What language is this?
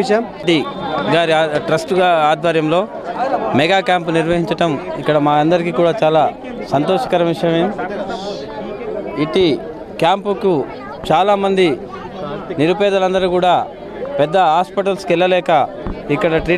Telugu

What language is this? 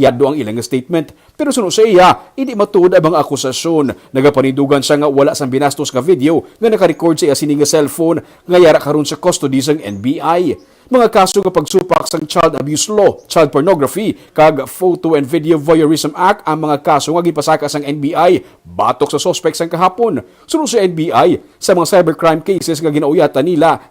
Hiligaynon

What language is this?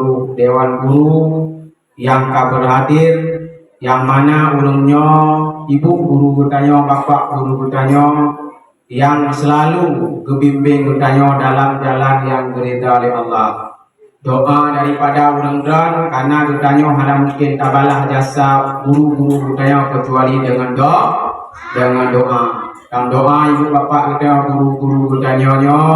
Achinese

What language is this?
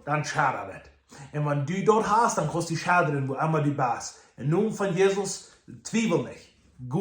Plautdietsch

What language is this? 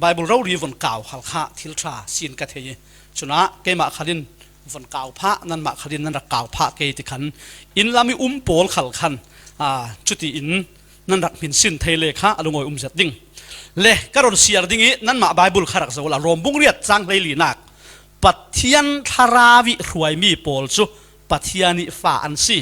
Falam Chin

